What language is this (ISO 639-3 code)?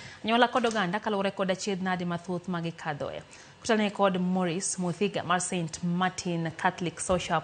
luo